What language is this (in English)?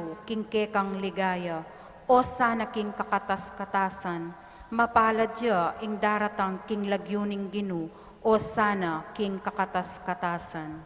Pampanga